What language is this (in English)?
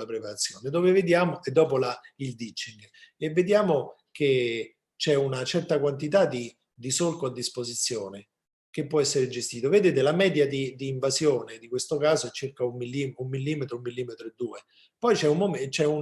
Italian